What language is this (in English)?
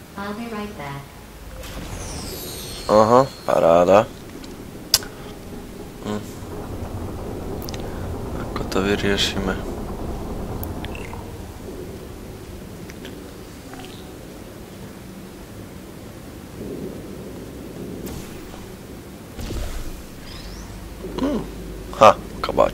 Slovak